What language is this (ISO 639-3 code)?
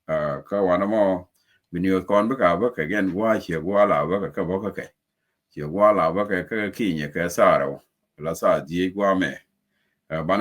nus